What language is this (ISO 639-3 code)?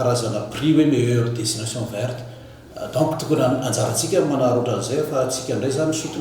mlg